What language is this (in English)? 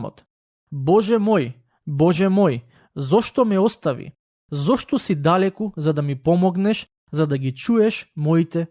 Macedonian